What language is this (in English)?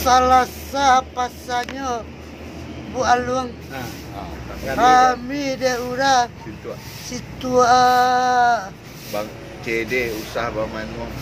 Minangkabau